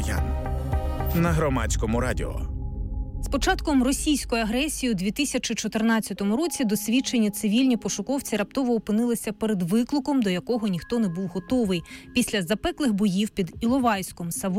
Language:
Ukrainian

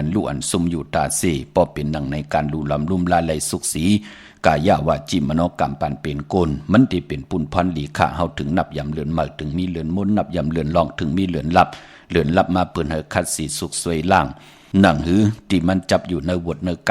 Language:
Shan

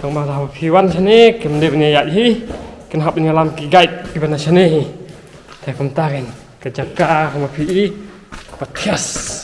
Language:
Khasi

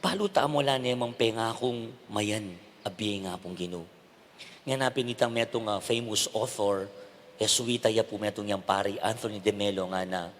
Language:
Pampanga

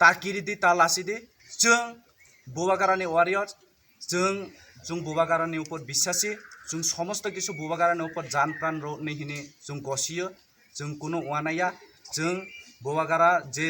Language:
Kok Borok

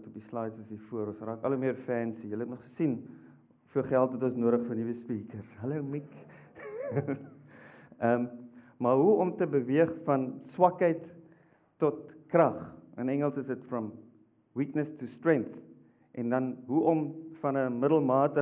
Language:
Afrikaans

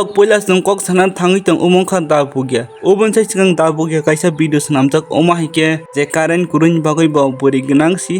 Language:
Kok Borok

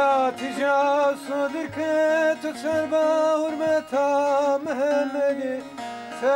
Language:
Zaza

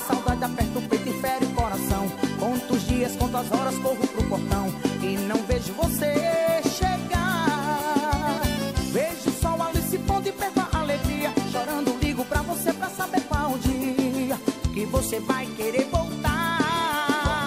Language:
Portuguese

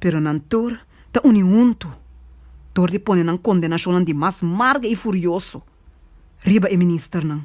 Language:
Papiamento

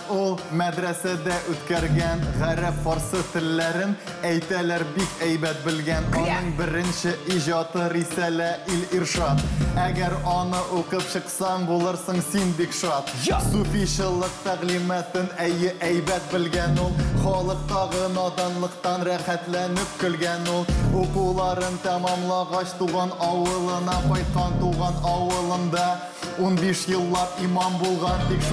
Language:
Tatar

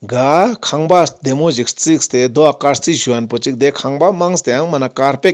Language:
Ladakhi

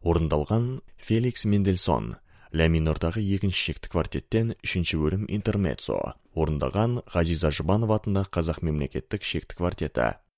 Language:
Kazakh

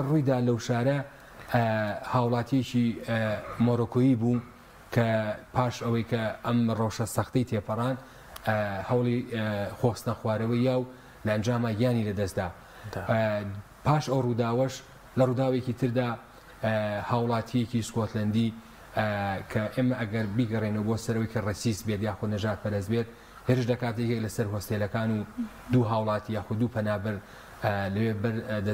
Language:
Central Kurdish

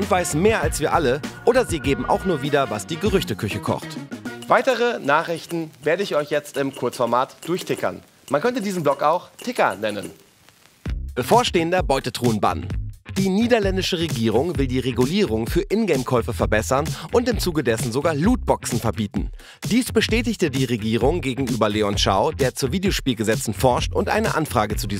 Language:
German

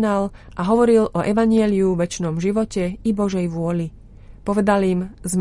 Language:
Slovak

